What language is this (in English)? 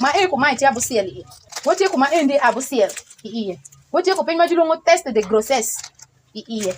Alur